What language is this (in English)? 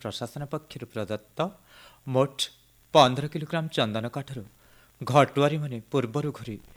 Odia